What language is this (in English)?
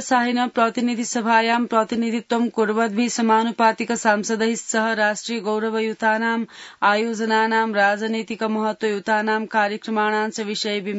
Sanskrit